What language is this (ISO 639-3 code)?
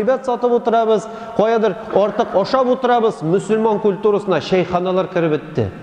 tat